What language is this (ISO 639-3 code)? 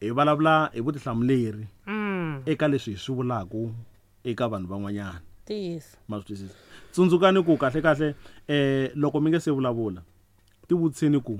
tso